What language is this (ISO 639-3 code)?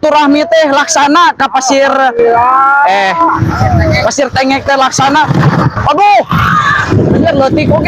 sun